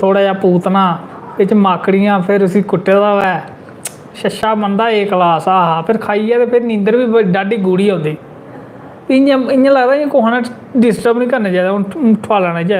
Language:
Dogri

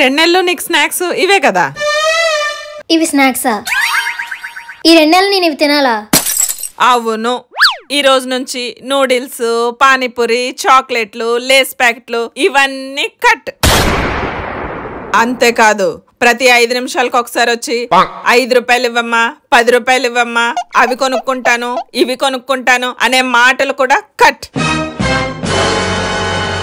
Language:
Telugu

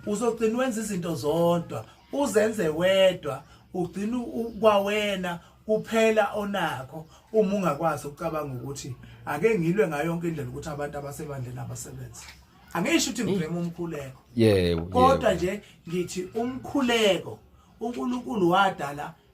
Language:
Zulu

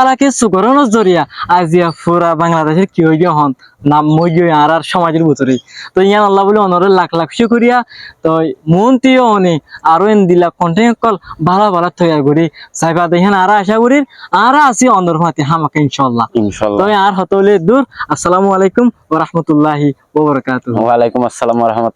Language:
Rohingya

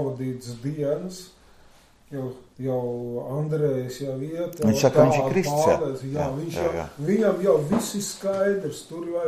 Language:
Latvian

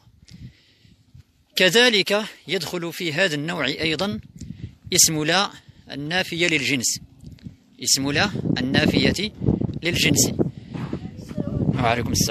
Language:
Arabic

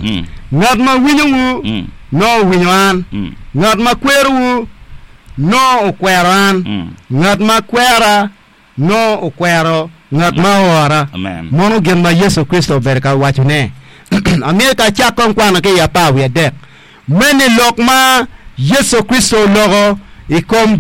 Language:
Acoli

